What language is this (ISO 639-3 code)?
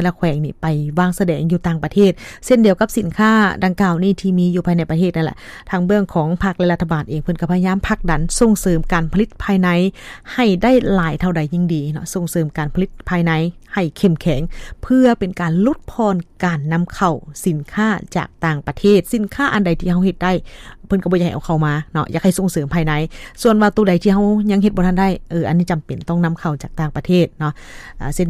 lao